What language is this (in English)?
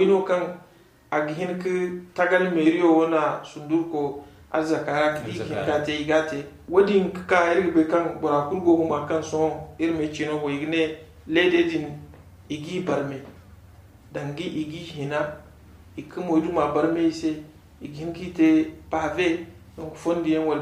Zarma